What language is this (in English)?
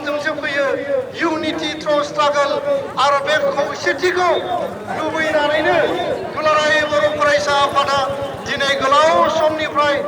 Bodo